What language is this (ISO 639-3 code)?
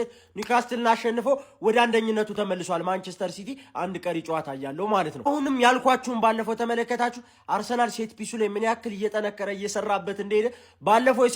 amh